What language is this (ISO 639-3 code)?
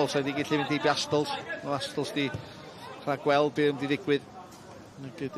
cym